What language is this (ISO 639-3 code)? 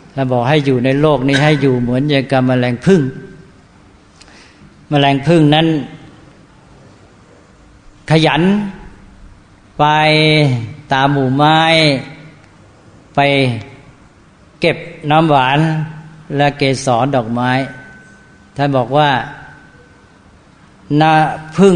tha